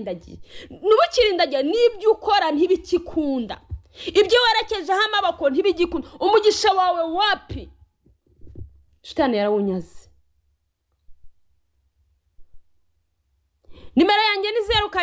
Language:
Kinyarwanda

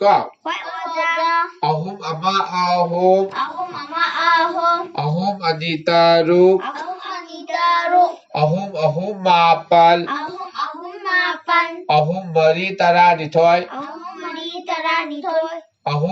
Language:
Manipuri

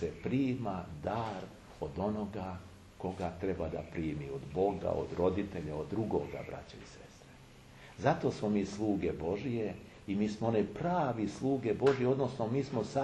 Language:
Serbian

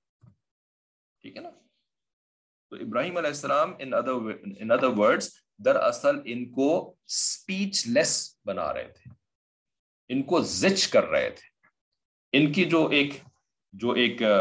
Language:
Urdu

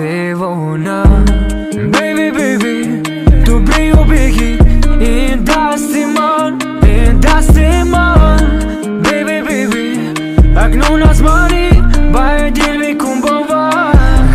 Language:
Tajik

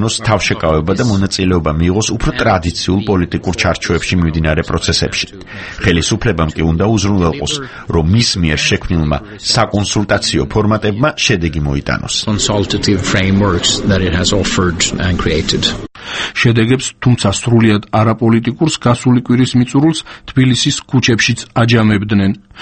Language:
Georgian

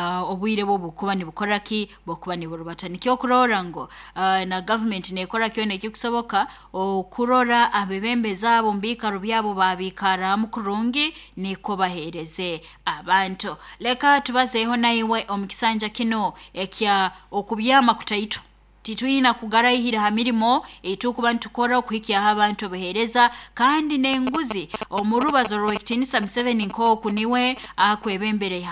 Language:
Nyoro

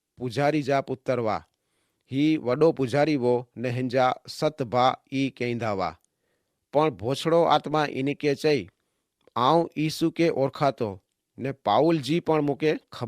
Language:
Kachhi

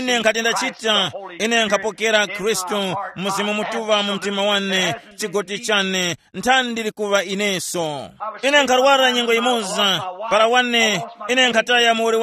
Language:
Tumbuka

